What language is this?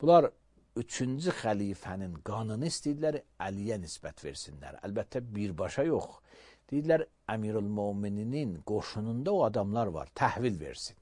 Azerbaijani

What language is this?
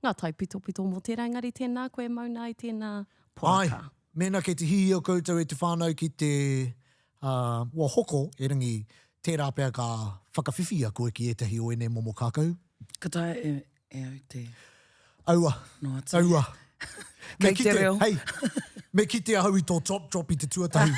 Māori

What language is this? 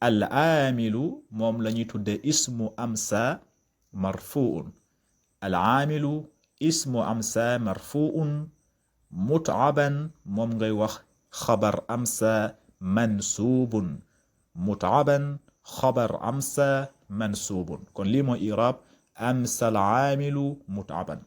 Wolof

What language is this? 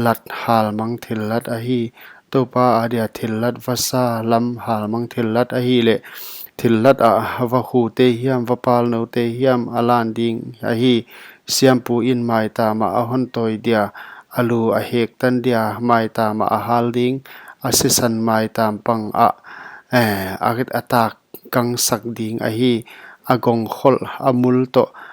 Paite Chin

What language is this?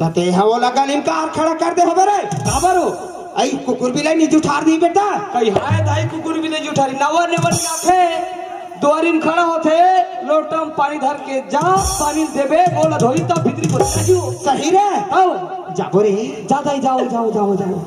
Chhattisgarhi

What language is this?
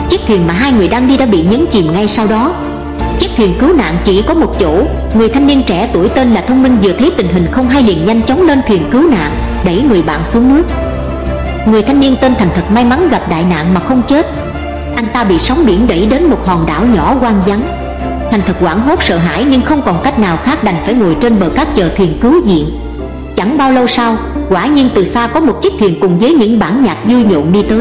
Vietnamese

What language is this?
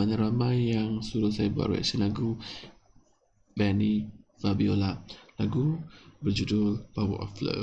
Malay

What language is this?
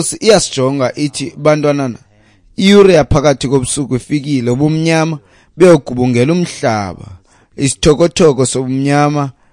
Xhosa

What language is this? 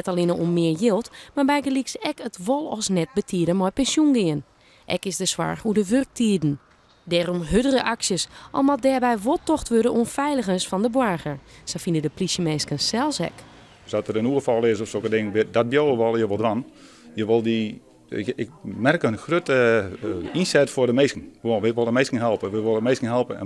Western Frisian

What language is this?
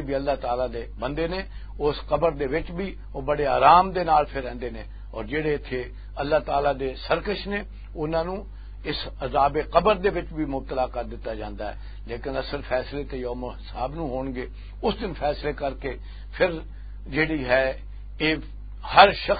Western Panjabi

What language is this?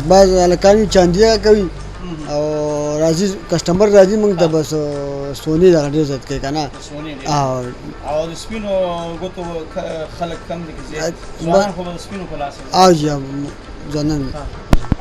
Pashto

